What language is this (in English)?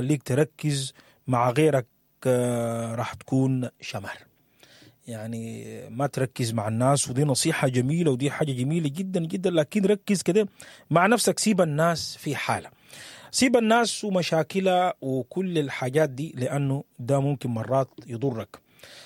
Sudanese Arabic